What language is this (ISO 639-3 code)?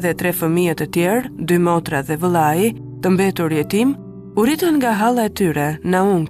sqi